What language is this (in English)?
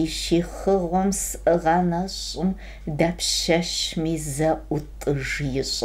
Kabardian